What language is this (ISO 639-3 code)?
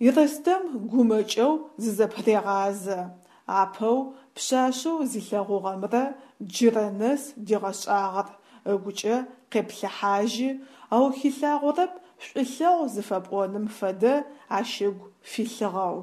ady